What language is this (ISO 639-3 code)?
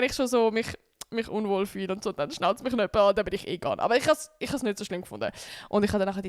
gsw